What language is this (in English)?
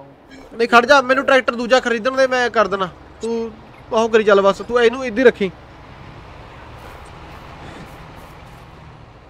Punjabi